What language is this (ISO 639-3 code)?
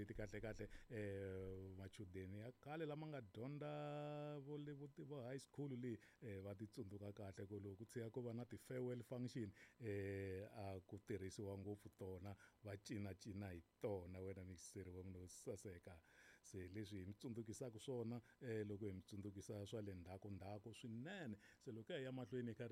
tso